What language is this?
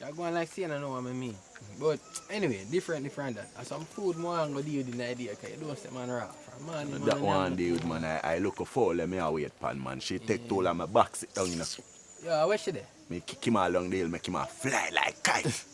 Jamaican Creole English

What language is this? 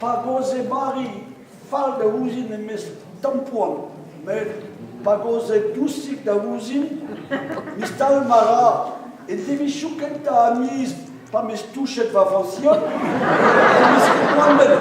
Breton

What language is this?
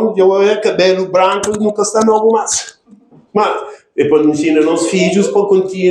Kabuverdianu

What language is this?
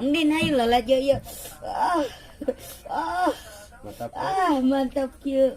Sundanese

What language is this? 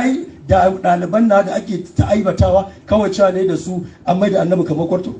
Hausa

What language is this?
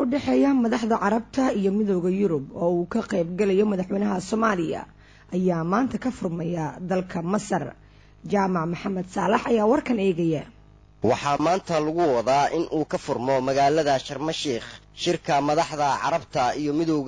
Somali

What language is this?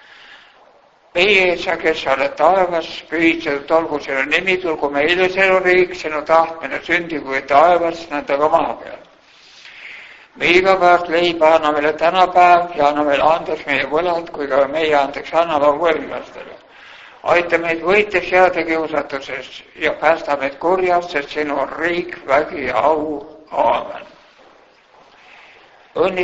Estonian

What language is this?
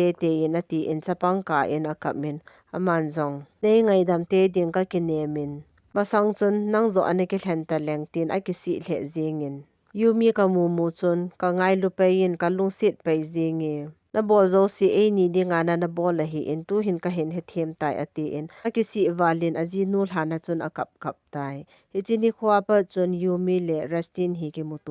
Thado Chin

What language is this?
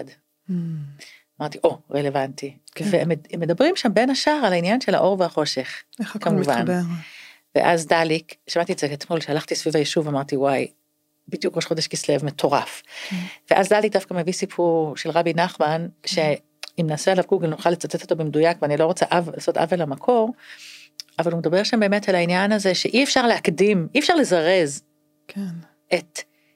Hebrew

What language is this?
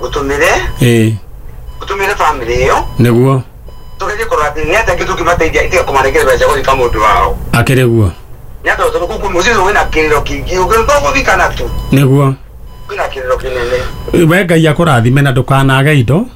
Kikuyu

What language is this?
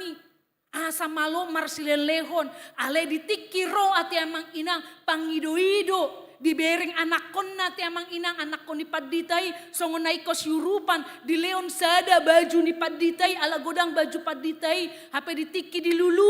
Batak Toba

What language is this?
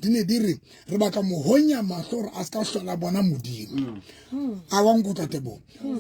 Southern Sotho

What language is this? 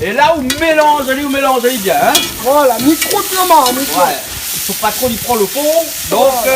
Réunion Creole French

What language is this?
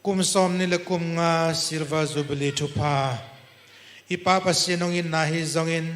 Tedim Chin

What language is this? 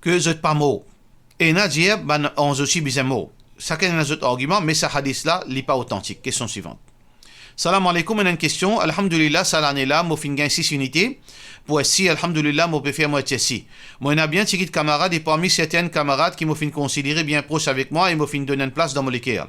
Morisyen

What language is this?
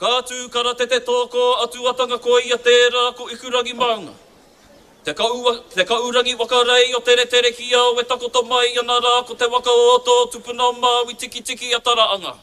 Māori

